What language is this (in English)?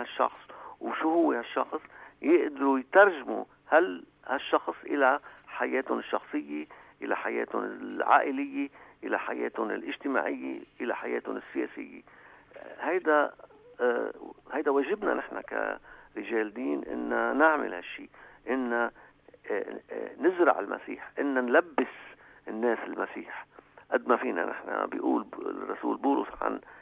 North Levantine Arabic